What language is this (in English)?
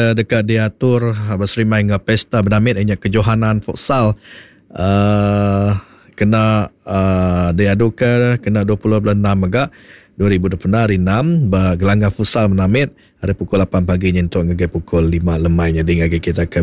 Iban